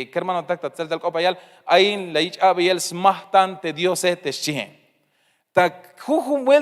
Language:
Tzeltal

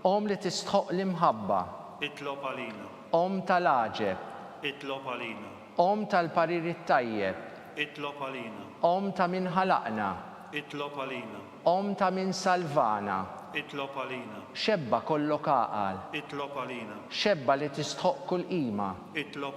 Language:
Maltese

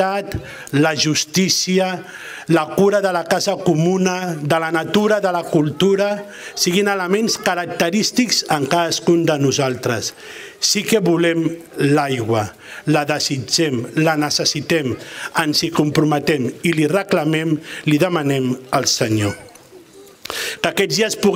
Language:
Catalan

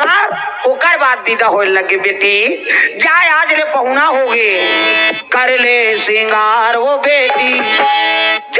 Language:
Chhattisgarhi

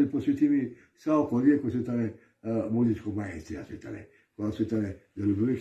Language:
Balkan Romani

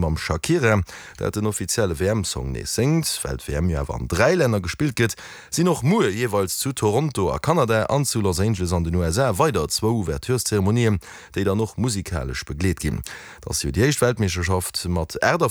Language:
Luxembourgish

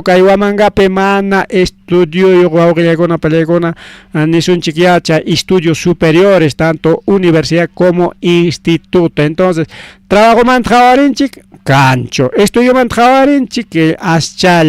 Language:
Ayacucho Quechua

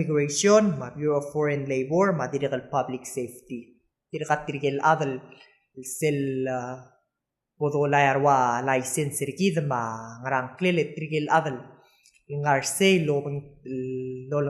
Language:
Palauan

